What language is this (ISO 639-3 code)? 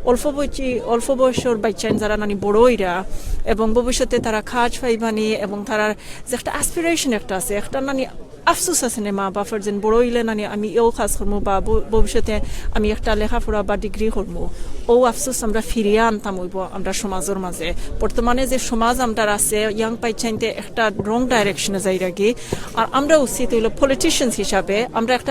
syl